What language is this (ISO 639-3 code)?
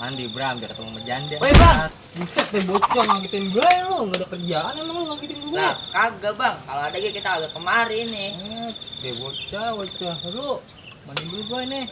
bew